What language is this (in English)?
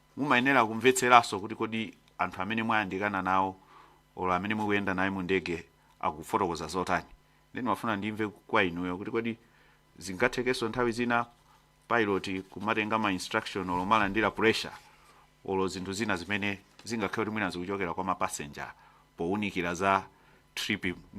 Nyanja